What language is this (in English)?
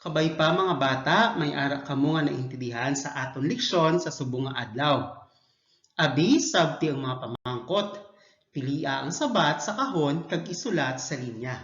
Hiligaynon